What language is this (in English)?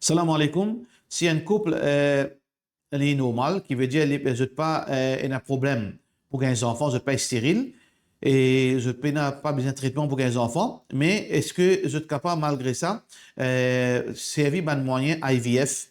Morisyen